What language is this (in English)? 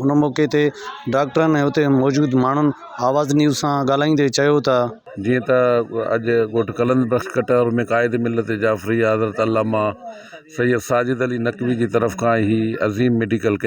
Sindhi